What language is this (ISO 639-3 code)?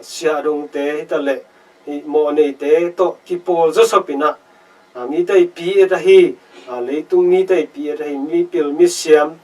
ctd